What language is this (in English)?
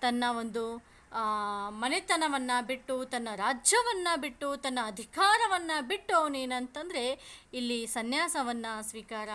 Kannada